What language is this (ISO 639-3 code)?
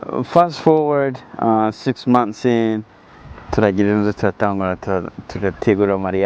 run